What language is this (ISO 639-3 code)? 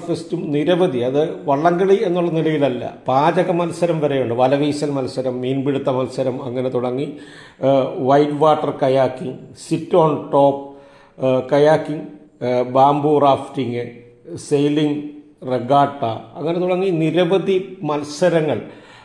mal